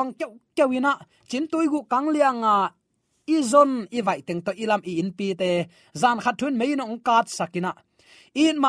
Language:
Tedim Chin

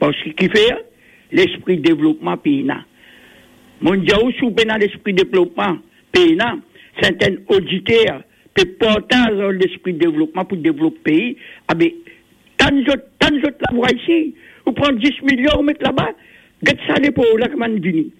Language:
Morisyen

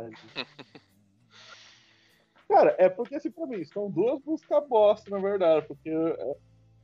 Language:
Portuguese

